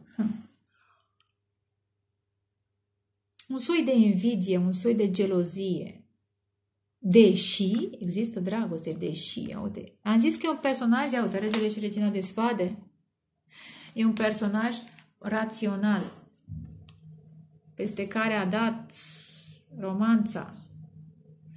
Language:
Romanian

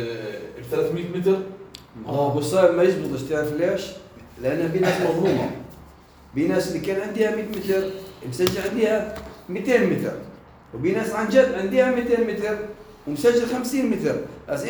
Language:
North Levantine Arabic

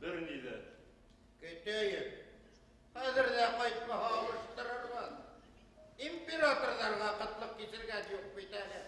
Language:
Bashkir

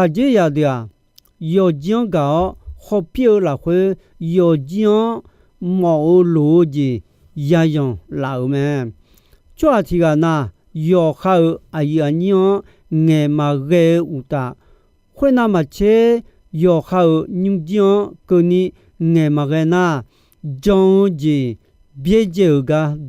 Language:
Akha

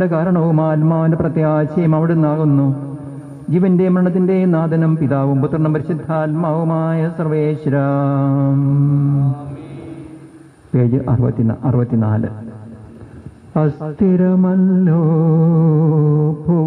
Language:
Malayalam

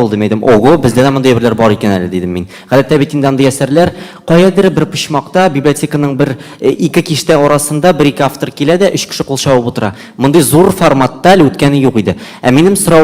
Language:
Tatar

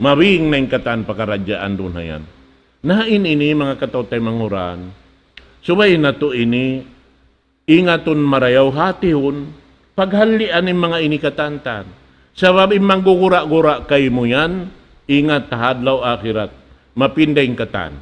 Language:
Tausug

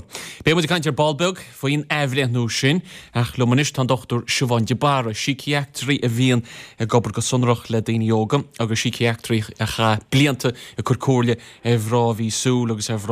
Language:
Irish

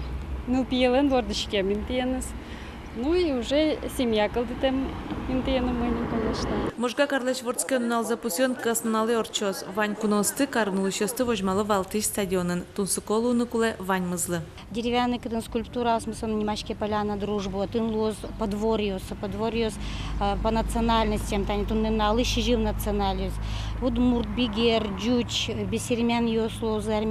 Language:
Udmurt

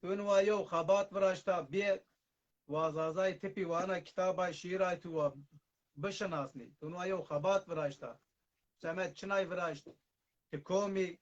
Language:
Zaza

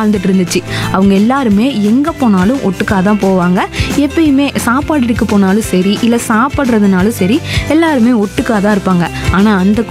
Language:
Tamil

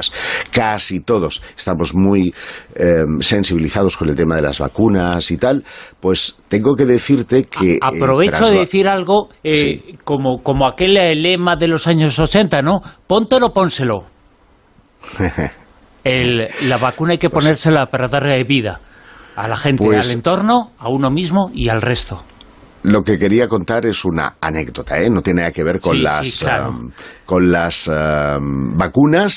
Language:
Spanish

